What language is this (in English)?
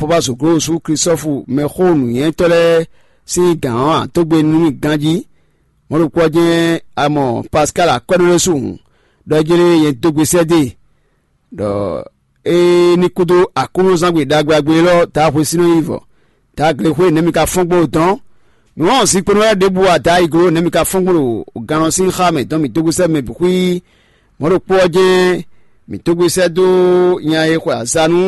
Fon